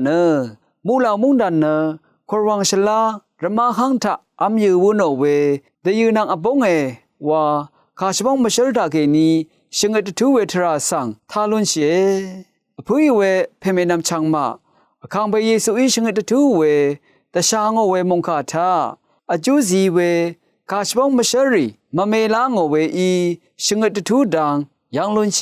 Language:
Rawang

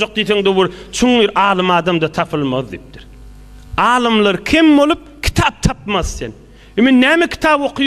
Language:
Turkmen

